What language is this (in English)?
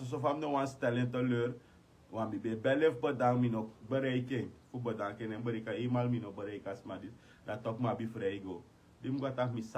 Sranan Tongo